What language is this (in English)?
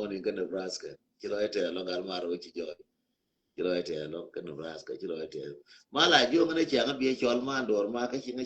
Nuer